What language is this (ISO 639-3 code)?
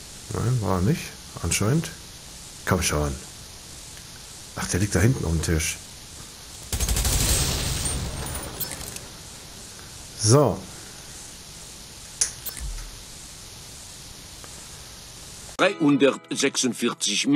deu